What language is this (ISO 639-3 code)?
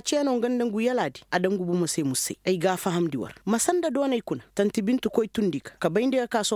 ses